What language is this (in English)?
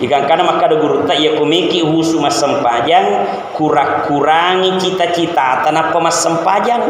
Buginese